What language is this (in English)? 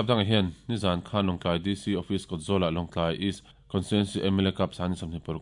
Mizo